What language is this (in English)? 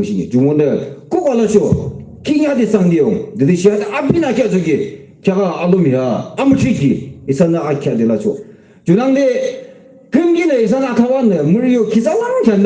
Yimchungru Naga